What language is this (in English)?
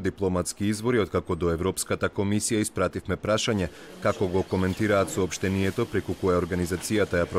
Macedonian